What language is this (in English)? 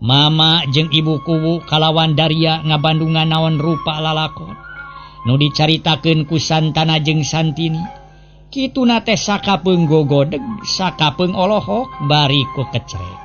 Sundanese